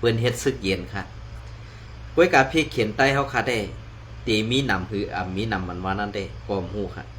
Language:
Shan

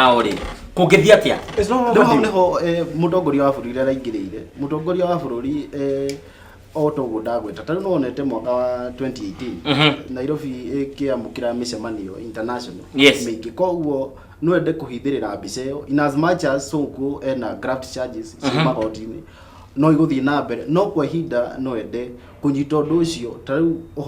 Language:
Kikuyu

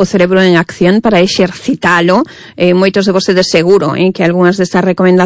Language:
Galician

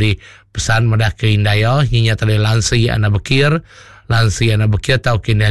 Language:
Iban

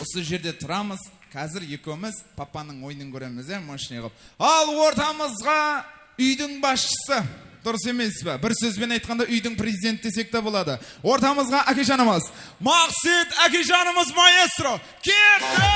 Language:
Kara-Kalpak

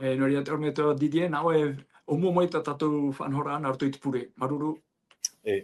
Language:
Tahitian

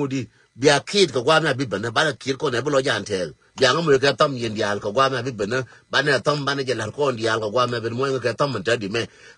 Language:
Nuer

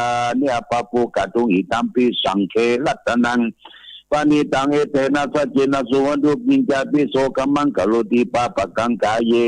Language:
Pali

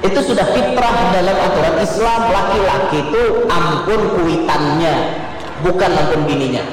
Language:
Banjar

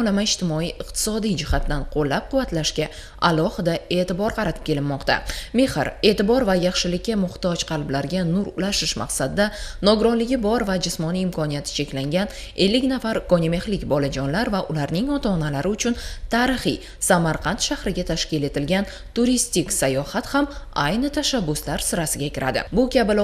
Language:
Uzbek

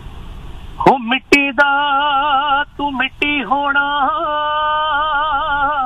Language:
Punjabi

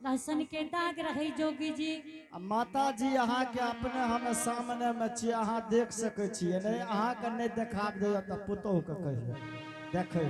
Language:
Angika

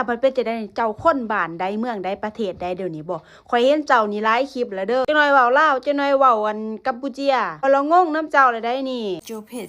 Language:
Lao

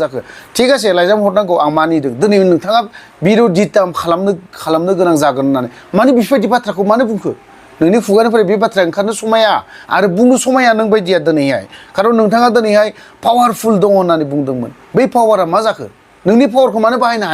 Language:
Bodo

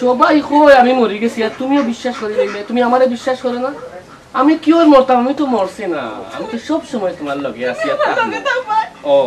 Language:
Sylheti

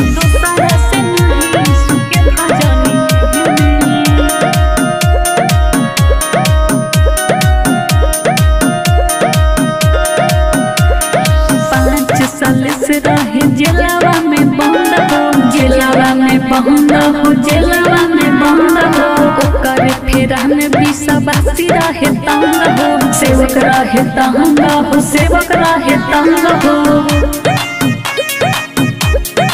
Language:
Bhojpuri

